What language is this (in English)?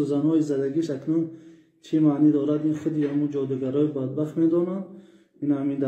Tajik